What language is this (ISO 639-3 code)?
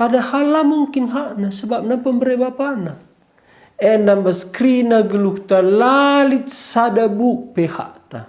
btx